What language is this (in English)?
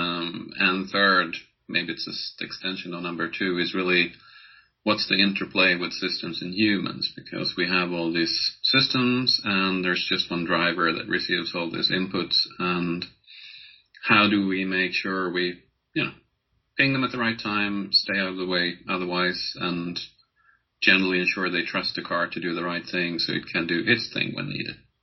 English